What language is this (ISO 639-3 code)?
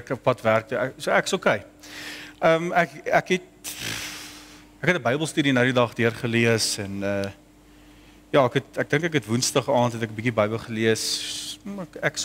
afr